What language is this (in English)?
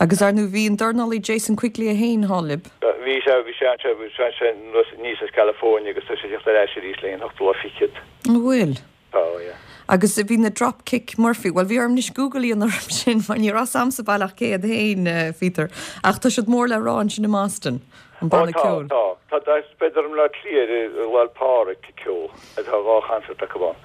Irish